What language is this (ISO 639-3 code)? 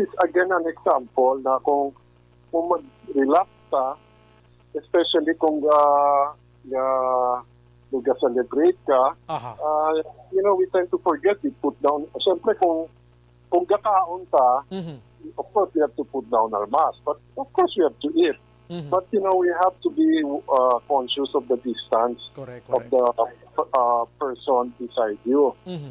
hil